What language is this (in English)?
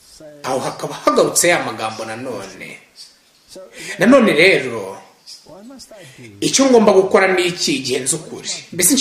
Kinyarwanda